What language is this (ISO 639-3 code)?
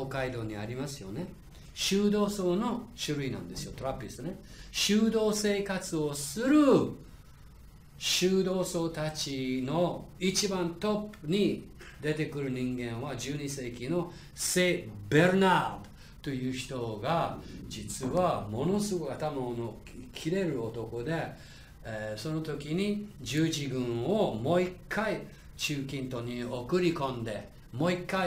jpn